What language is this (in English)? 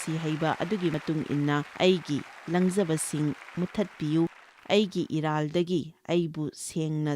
Manipuri